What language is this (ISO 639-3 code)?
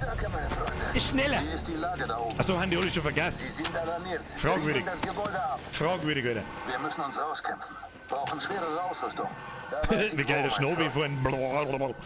bar